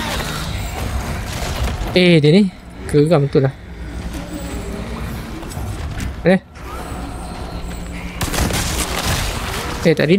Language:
Malay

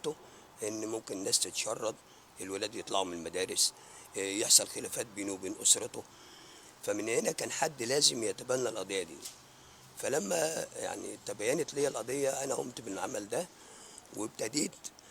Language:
Egyptian Arabic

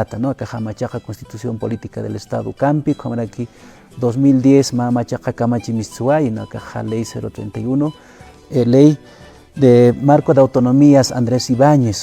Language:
Aymara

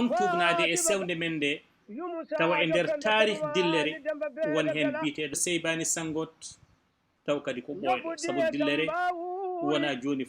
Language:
Fula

